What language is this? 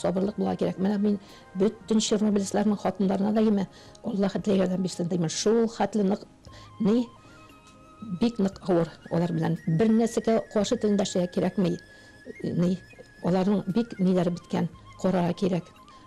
Tatar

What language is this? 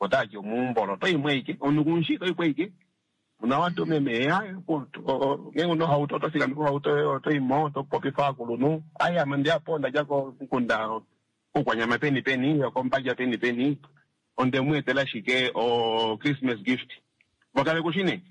Kuanyama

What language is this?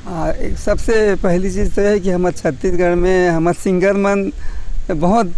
Chhattisgarhi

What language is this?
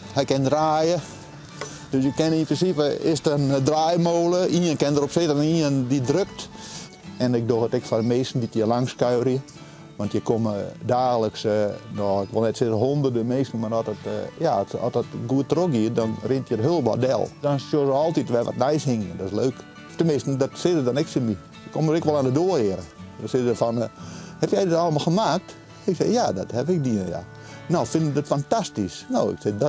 Western Frisian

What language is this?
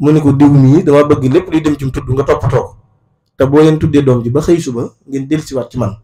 Wolof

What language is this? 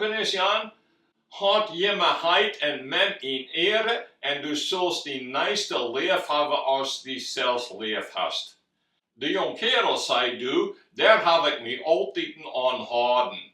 Western Frisian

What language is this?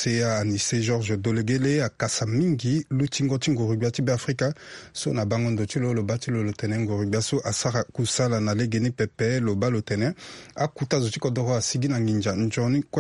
Sango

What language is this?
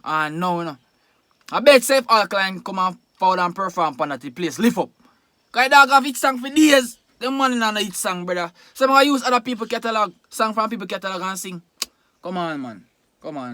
Jamaican Creole English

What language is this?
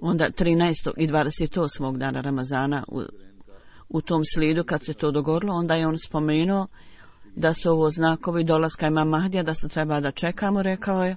Bosnian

